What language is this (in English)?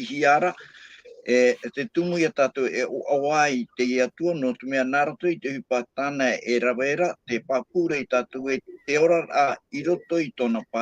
Tahitian